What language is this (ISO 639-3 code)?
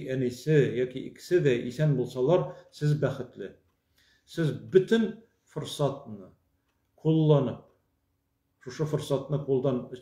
tat